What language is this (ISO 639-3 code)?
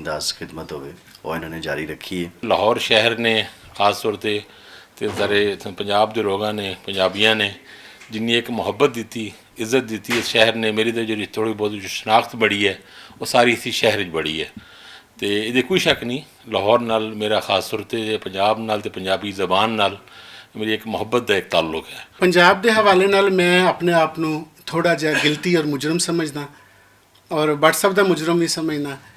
lah